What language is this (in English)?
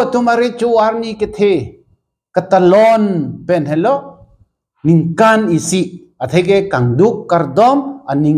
Karbi